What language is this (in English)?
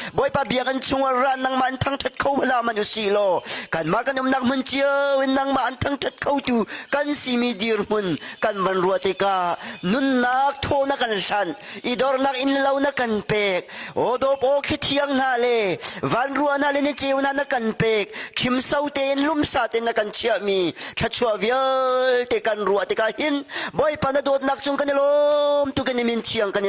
Hakha Chin